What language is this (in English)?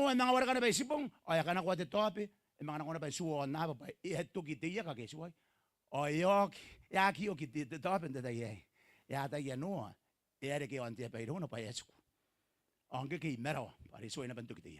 Gilbertese